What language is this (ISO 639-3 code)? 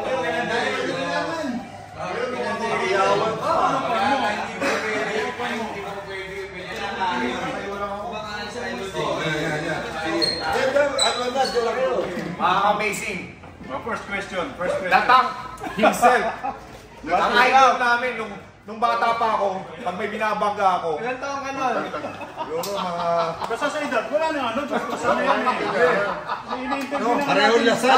fil